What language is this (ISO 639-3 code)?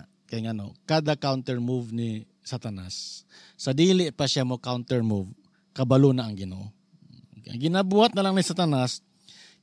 ceb